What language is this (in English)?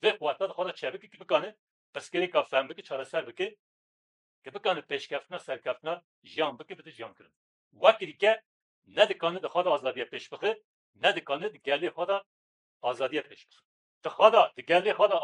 Kurdish